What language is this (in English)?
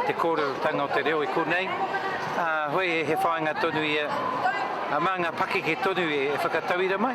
Māori